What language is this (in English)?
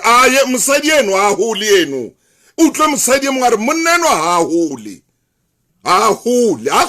Southern Sotho